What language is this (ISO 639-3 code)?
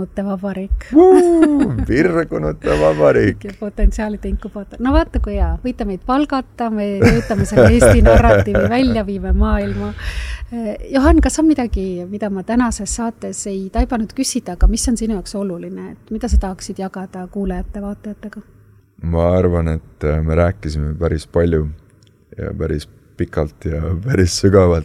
est